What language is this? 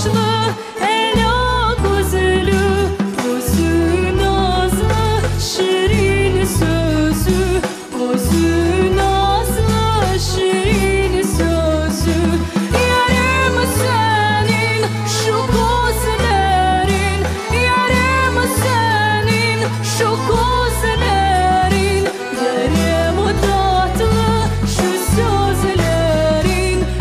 Crimean Tatar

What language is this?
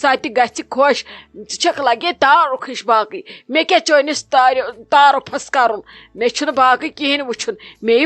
Kashmiri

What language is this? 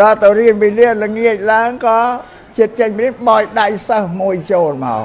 Khmer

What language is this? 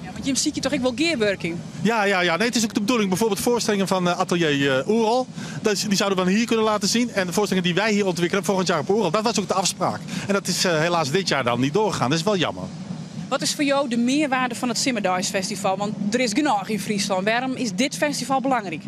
Western Frisian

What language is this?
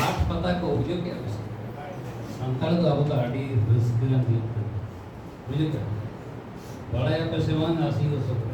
Santali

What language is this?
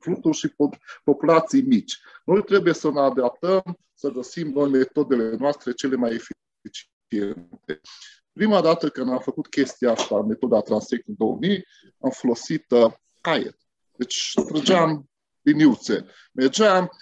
Romanian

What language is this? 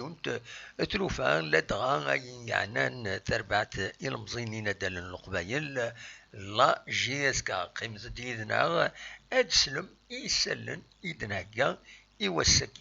Kabyle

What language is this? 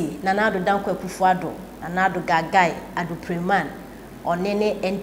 Akan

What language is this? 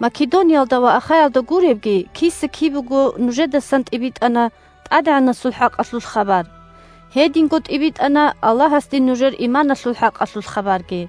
Avaric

